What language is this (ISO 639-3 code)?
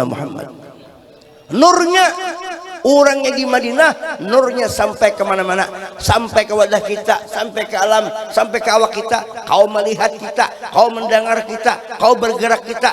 bjn